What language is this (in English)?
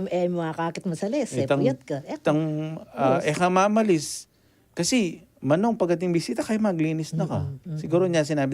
Pampanga